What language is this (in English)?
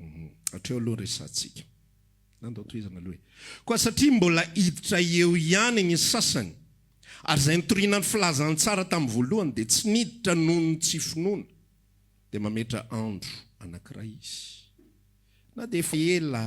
Malagasy